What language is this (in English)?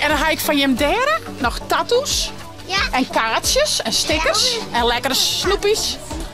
Western Frisian